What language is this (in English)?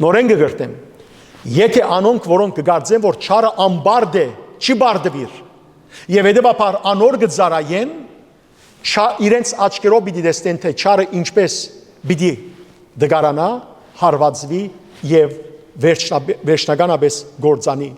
Western Armenian